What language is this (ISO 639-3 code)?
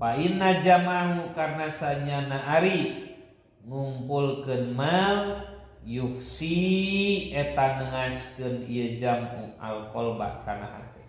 sun